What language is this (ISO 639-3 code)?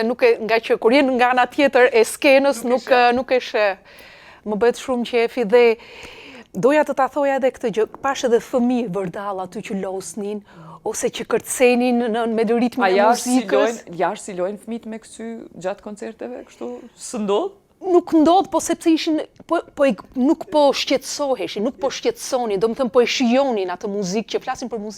sqi